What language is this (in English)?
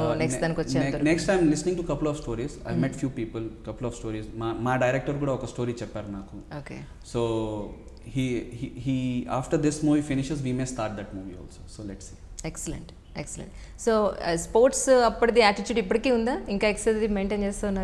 Telugu